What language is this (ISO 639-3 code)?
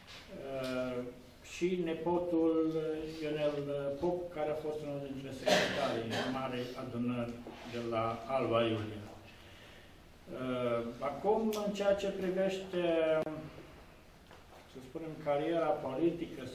ron